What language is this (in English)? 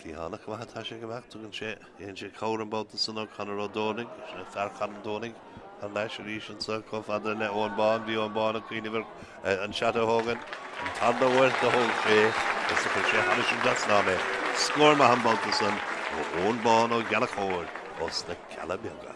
Irish